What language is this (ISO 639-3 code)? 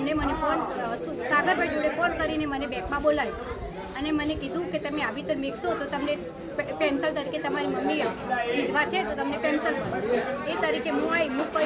guj